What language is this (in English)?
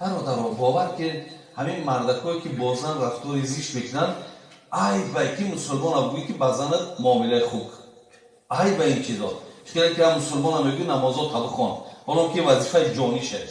Tajik